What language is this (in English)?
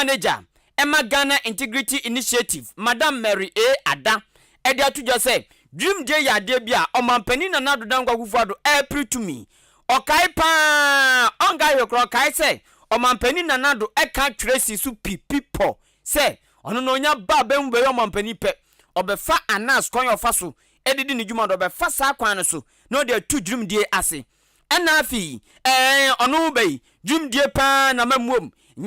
Akan